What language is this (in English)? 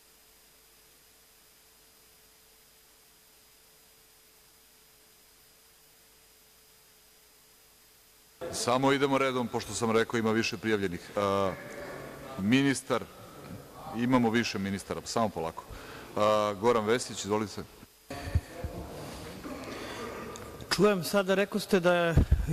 Serbian